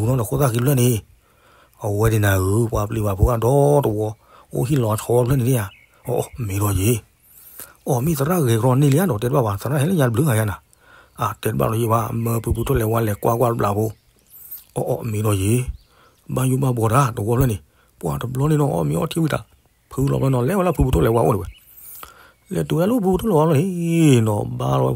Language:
S'gaw Karen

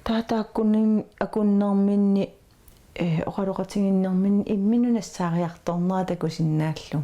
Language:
Kalaallisut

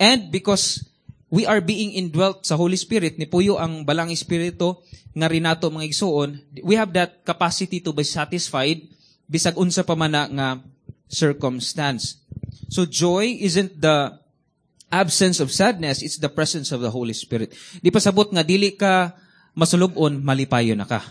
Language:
Cebuano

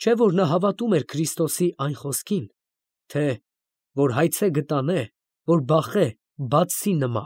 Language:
Armenian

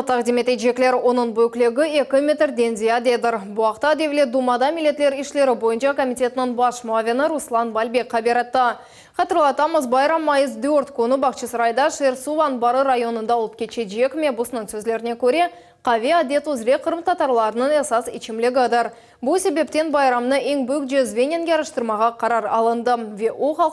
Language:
Crimean Tatar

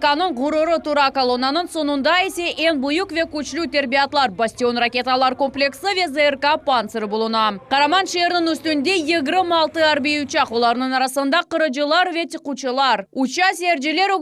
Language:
Crimean Tatar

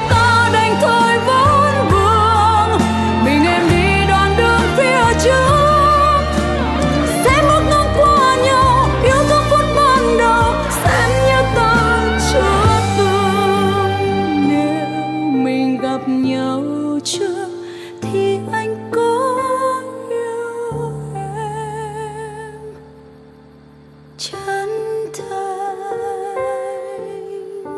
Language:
Vietnamese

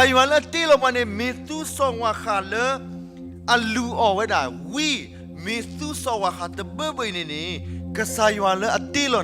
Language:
S'gaw Karen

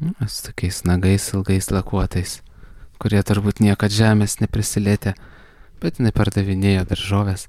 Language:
Lithuanian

